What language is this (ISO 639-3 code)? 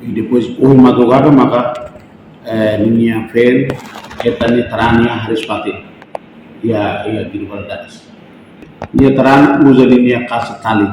tet